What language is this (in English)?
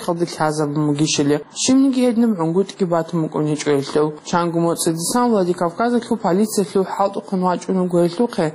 Avaric